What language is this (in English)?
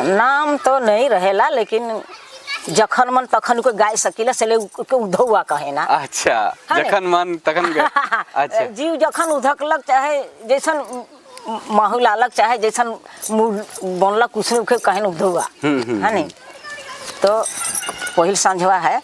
Sadri